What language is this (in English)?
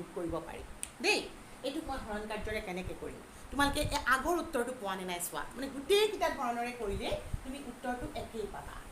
Assamese